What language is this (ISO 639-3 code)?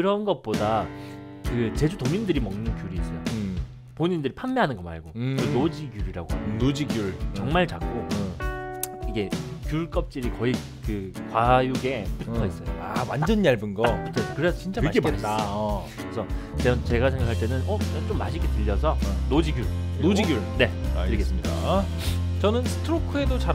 kor